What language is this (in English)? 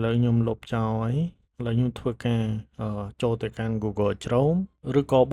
Khmer